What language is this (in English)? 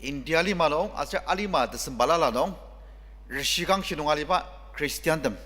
Ao Naga